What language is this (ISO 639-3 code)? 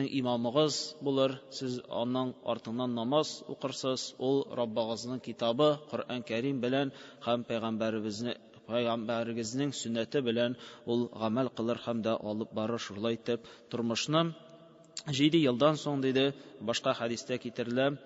tat